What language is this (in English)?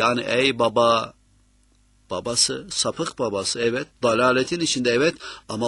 Turkish